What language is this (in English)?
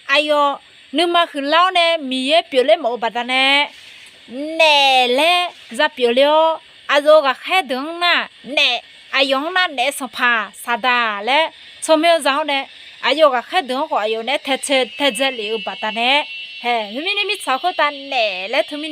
Akha